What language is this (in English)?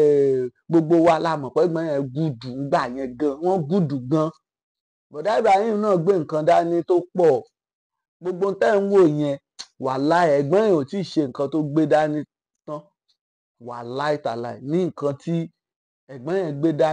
Yoruba